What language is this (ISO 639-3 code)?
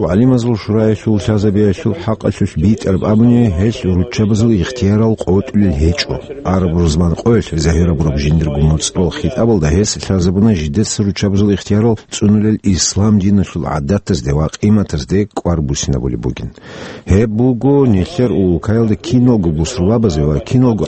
ava